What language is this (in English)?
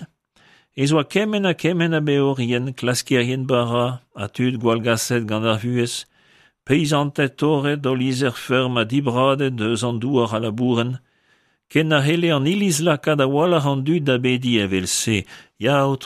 Breton